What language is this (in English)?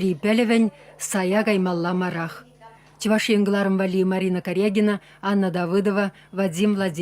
Chuvash